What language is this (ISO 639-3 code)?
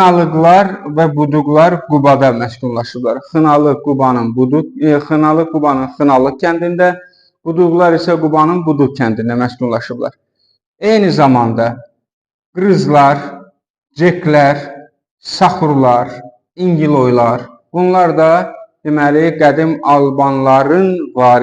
aze